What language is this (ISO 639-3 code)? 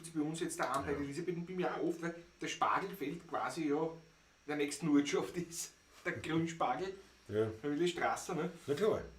bar